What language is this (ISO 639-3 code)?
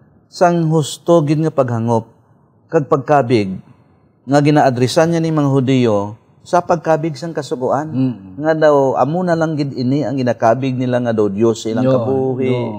hil